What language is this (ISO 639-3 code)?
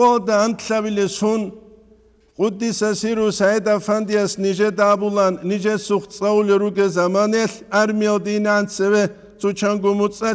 ava